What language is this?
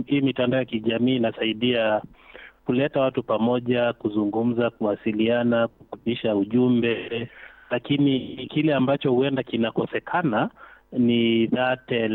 Swahili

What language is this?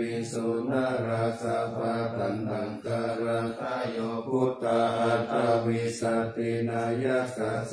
Pali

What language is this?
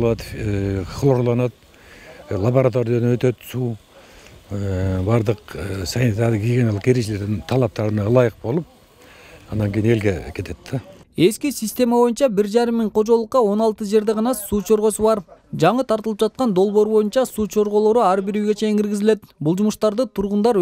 Kyrgyz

